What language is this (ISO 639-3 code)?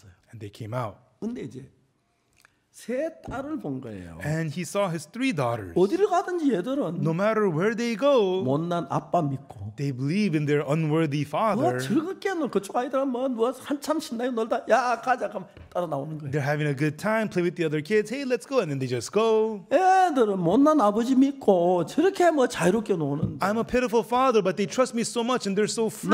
kor